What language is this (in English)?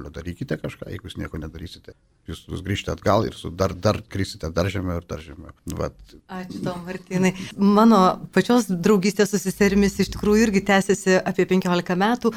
Lithuanian